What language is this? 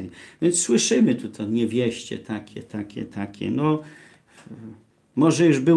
Polish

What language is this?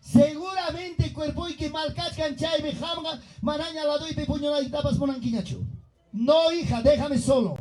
Ayacucho Quechua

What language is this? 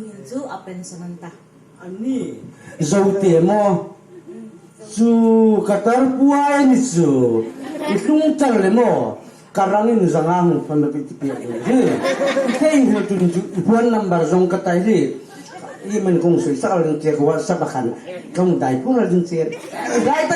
Hmar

